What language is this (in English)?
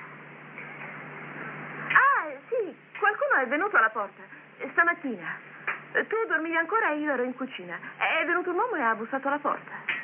Italian